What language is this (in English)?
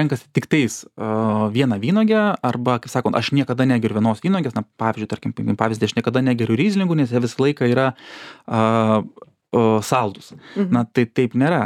Lithuanian